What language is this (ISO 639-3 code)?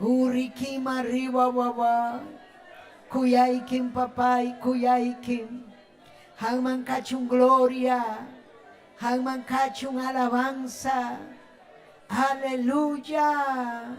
quy